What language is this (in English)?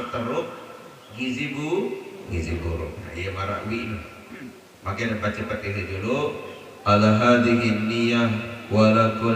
Sasak